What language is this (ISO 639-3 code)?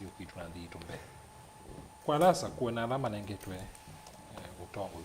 kam